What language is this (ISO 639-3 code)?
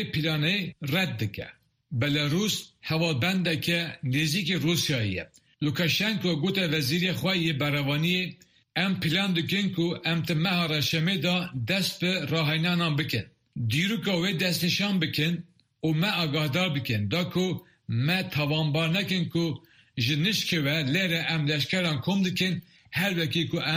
kur